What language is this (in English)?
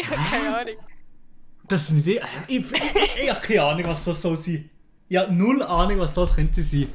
Swiss German